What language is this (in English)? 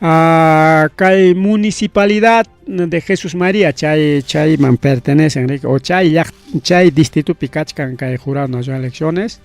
Ayacucho Quechua